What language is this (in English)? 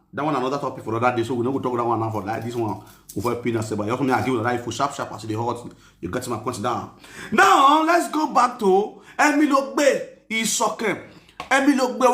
Nigerian Pidgin